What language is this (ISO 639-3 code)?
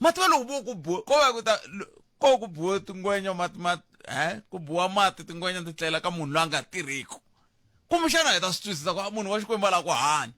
tso